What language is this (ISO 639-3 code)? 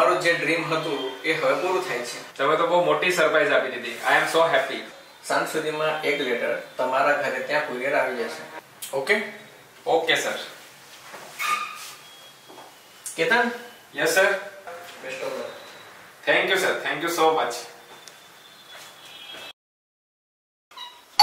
guj